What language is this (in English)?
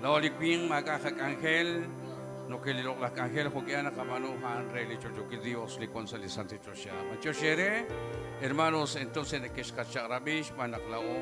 Kekchí